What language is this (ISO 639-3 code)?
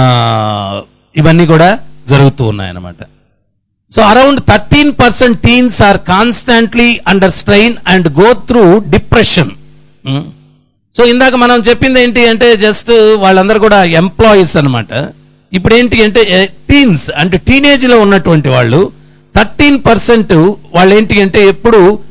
tel